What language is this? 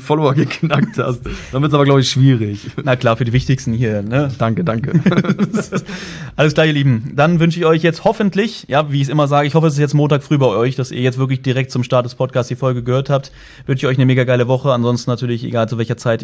German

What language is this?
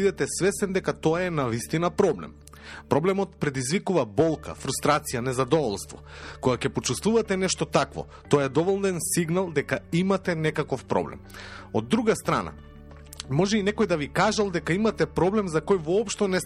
Macedonian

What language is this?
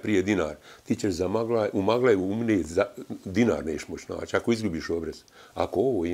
Bosnian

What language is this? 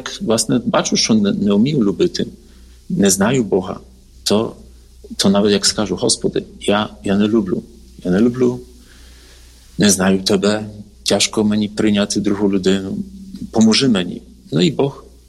Ukrainian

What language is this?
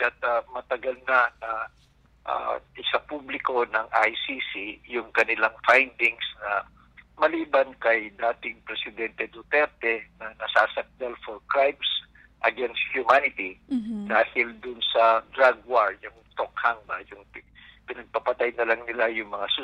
Filipino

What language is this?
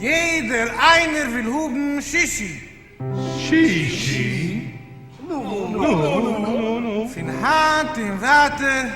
Yiddish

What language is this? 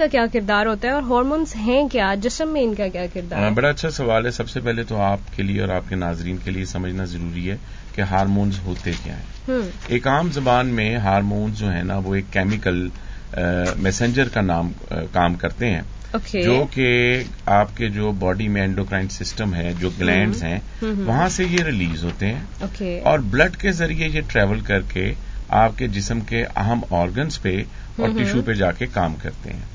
Urdu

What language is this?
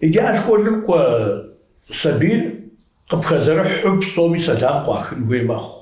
Kabardian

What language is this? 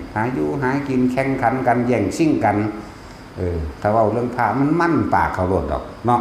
Northeastern Thai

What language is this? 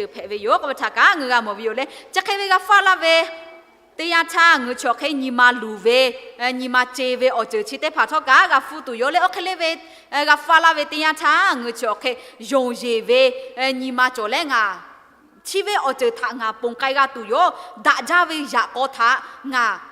Lahu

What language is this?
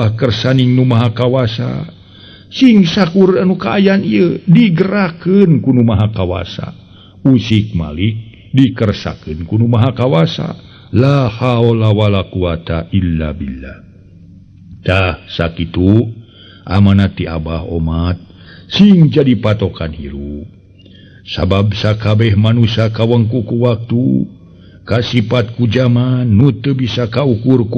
Sundanese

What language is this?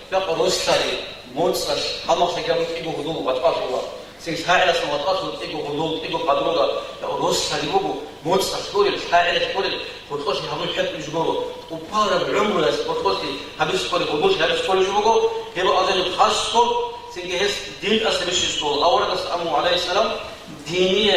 Avaric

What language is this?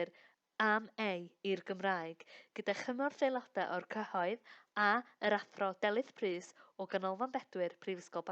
Welsh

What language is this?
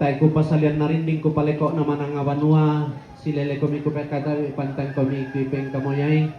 Toraja-Sa'dan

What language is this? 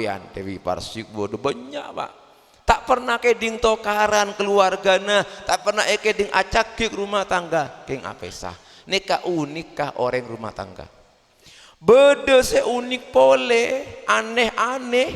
Madurese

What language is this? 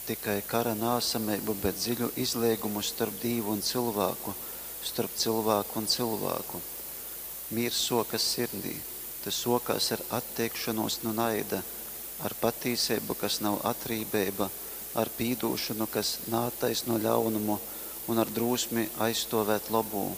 Latgalian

